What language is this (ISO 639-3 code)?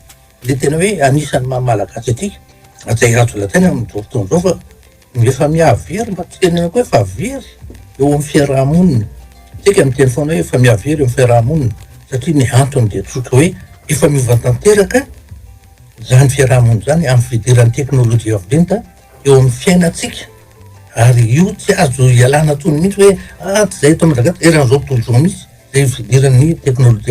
mlg